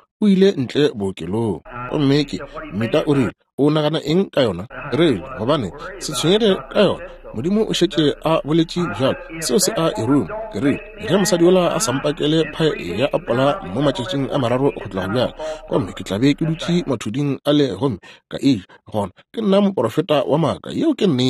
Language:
Northern Sotho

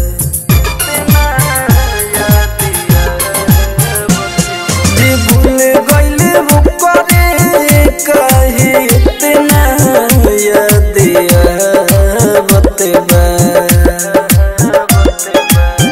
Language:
Bhojpuri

